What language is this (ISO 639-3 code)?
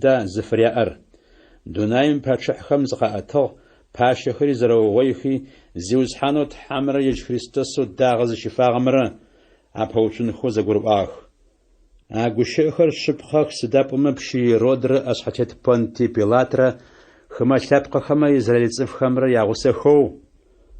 ady